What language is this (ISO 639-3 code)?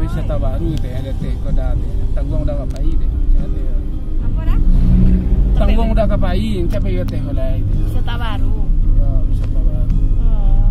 min